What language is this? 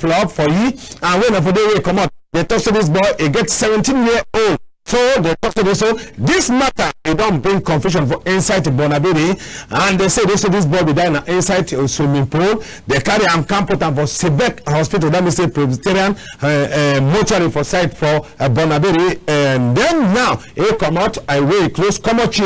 Cameroon Pidgin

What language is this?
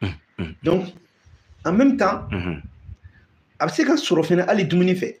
Bambara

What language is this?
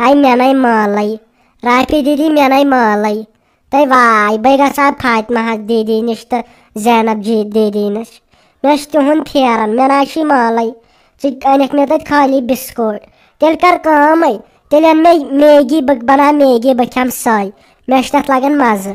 Kashmiri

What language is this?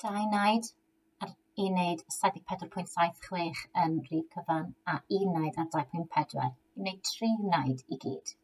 Welsh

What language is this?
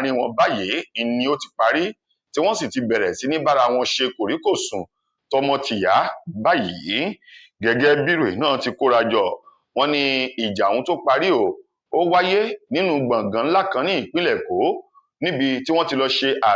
Yoruba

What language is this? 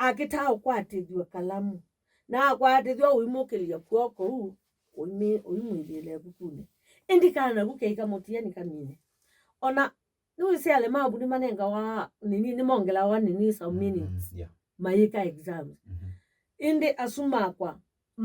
Kamba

